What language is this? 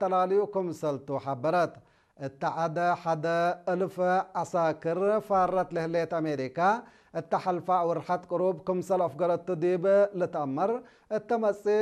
Tigre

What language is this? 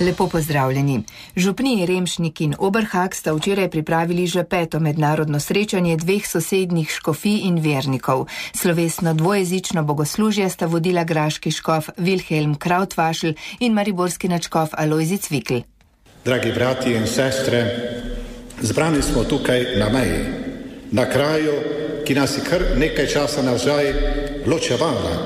Slovenian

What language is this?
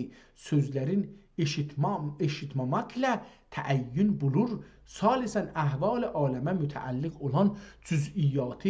South Azerbaijani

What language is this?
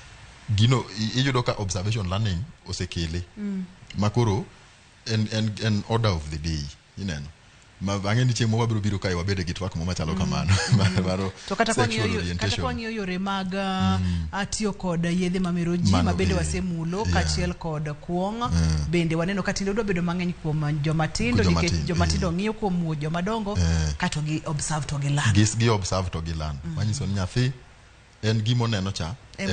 Luo (Kenya and Tanzania)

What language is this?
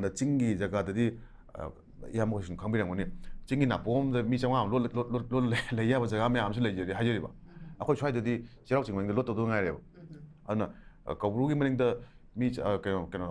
Manipuri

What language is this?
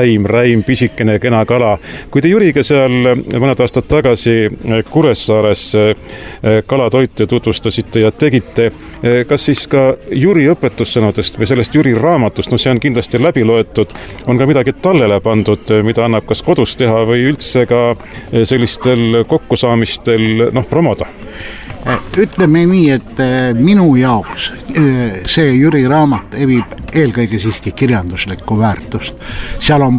Estonian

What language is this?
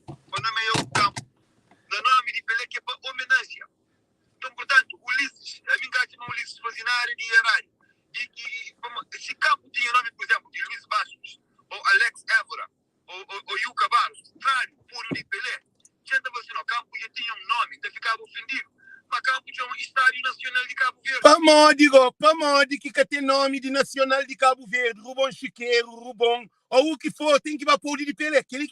Kabuverdianu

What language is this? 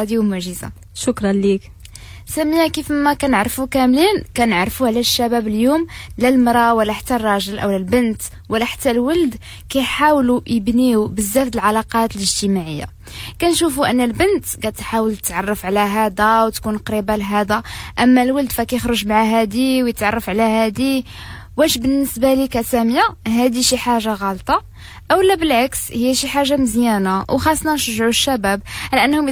Moroccan Arabic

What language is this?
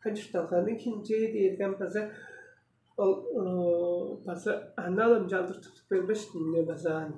Tuvinian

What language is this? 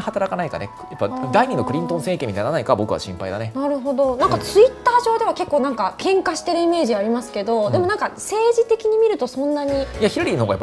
Japanese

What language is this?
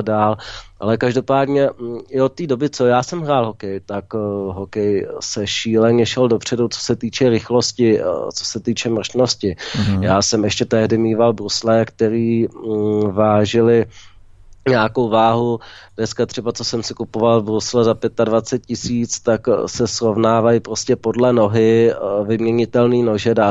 Czech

